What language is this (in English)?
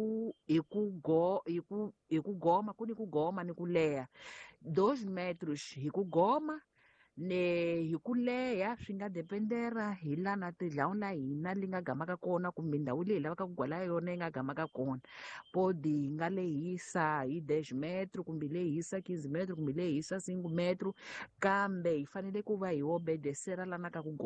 Tsonga